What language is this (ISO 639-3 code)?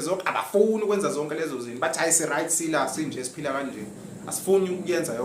zul